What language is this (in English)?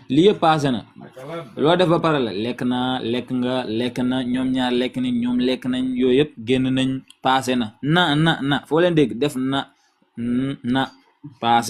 Wolof